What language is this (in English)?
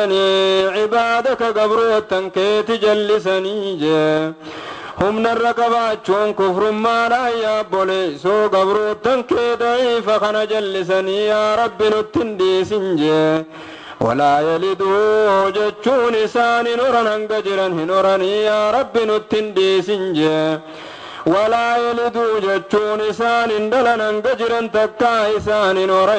Oromo